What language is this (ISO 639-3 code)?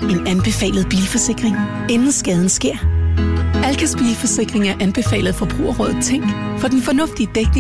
dan